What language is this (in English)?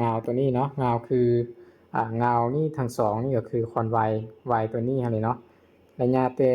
Lao